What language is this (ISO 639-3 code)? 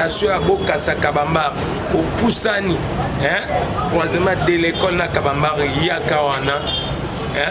lin